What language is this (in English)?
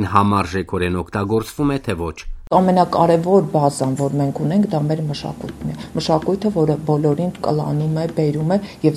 Armenian